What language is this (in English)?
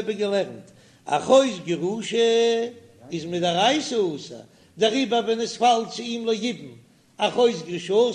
Yiddish